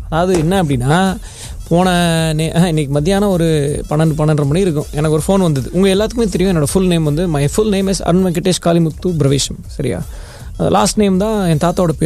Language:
Tamil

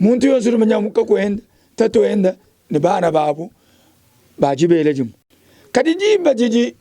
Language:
Luba-Lulua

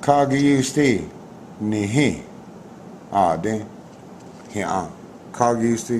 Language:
Cherokee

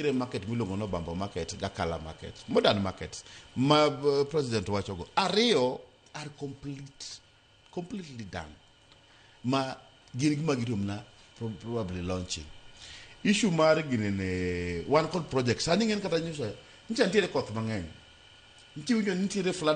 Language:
Luo (Kenya and Tanzania)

